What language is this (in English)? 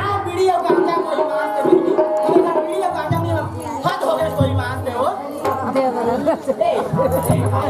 Chhattisgarhi